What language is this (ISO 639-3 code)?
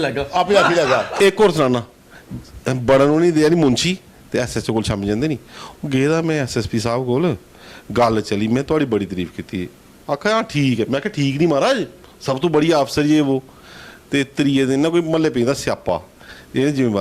doi